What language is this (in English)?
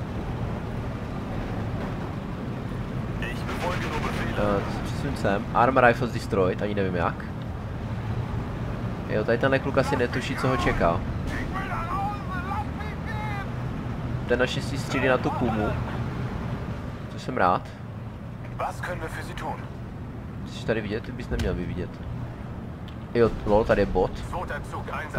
Czech